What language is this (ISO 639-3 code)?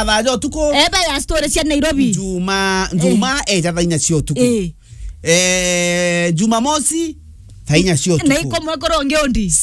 mer